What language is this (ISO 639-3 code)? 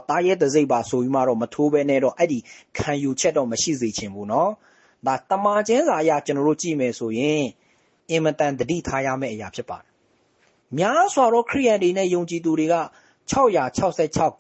mya